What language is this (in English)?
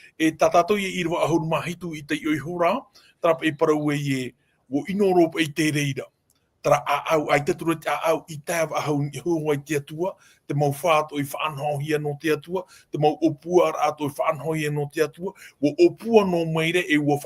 Tahitian